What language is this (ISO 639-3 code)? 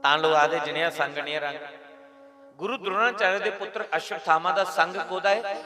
doi